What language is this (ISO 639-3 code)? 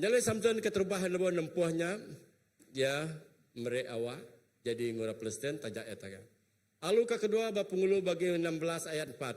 iba